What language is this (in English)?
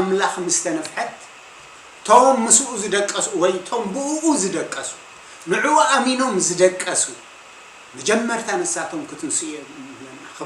Tigrinya